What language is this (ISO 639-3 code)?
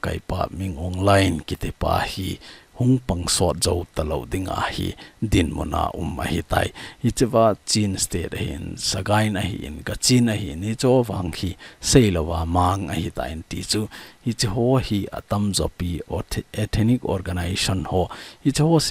tcz